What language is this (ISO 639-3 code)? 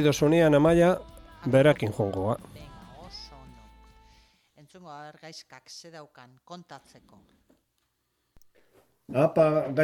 eus